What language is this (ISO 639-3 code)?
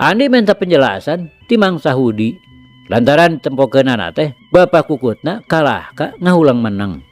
sun